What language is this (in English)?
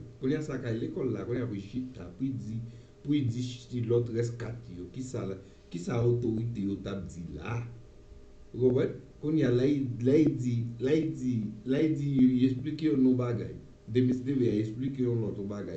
Haitian Creole